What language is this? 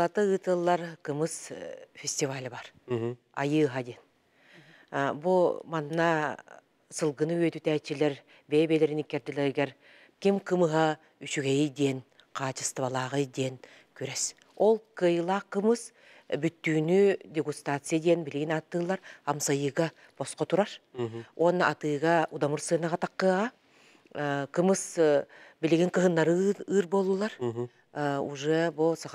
Yakut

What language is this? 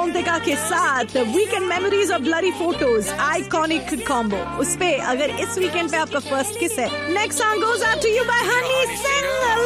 Hindi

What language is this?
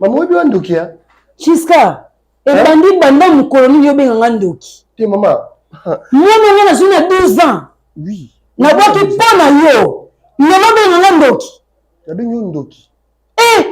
Lingala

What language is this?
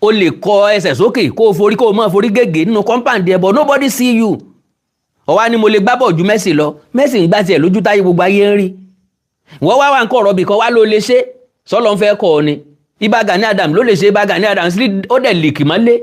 Yoruba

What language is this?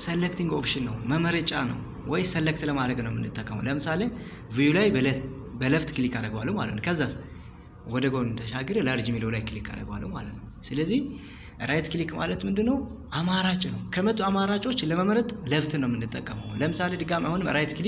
Amharic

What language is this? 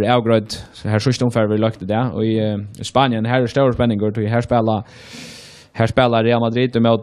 Faroese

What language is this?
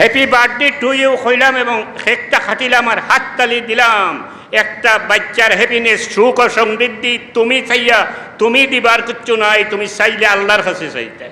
Sylheti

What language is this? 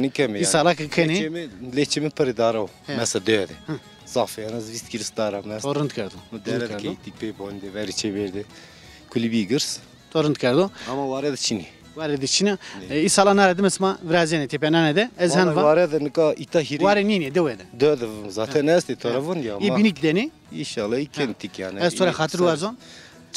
Zaza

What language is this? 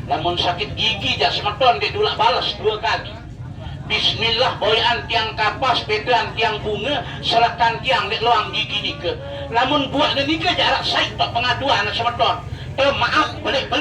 Sasak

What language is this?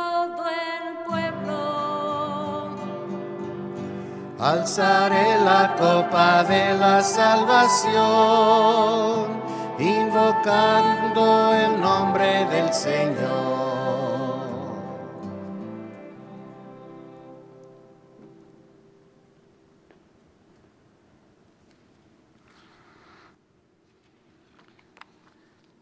Spanish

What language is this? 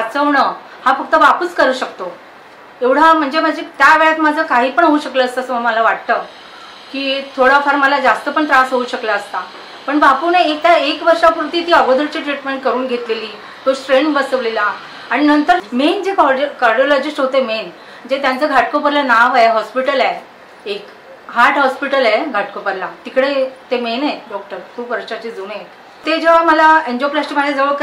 Marathi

